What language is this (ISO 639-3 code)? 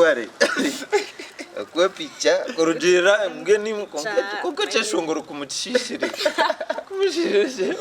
nyn